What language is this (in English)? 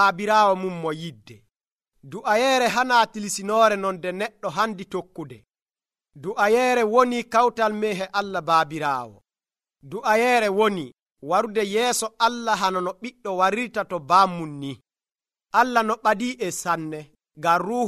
Nigerian Fulfulde